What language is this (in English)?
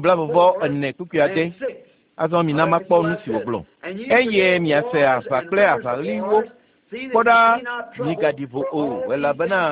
Ewe